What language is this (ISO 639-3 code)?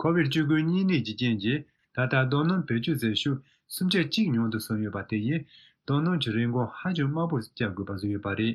bod